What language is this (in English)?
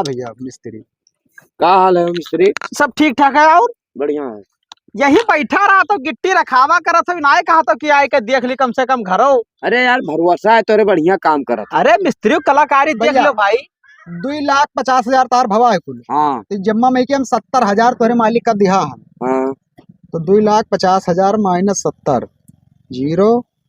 Awadhi